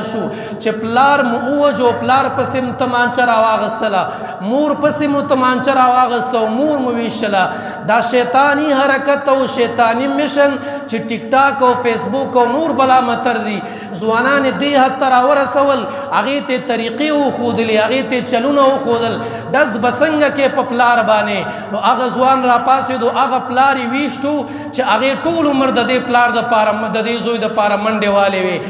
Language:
Pashto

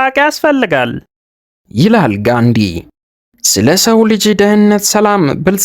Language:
Amharic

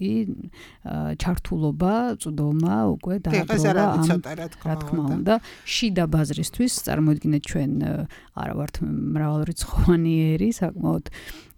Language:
Georgian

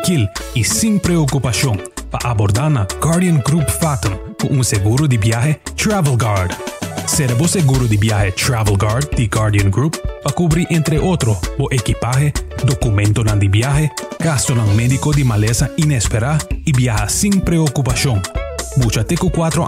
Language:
Papiamento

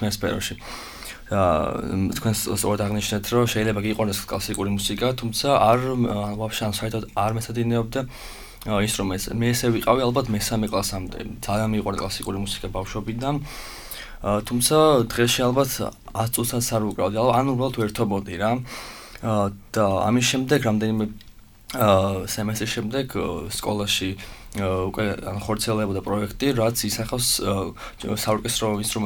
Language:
Georgian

